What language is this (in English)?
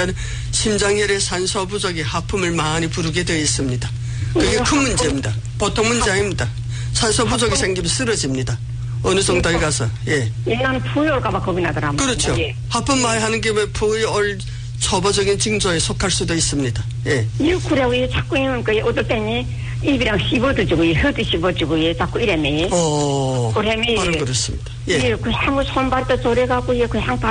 Korean